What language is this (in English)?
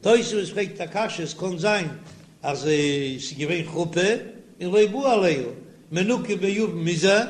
Yiddish